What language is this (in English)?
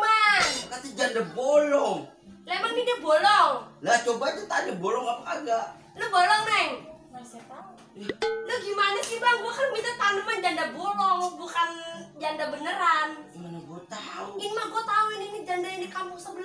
Betawi